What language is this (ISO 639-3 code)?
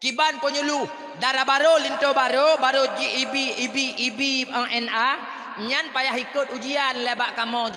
ace